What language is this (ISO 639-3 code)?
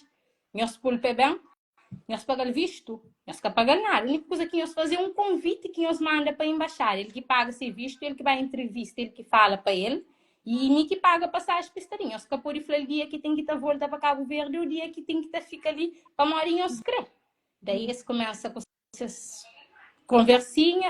kea